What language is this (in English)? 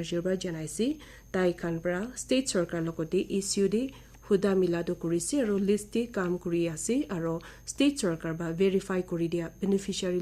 Naga Pidgin